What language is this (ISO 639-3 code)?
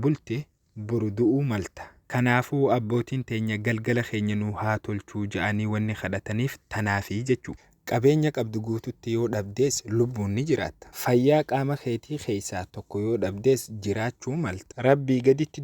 orm